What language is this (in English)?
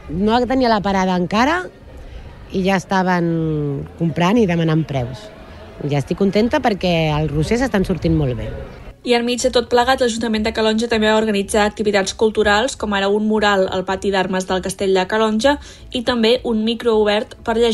Catalan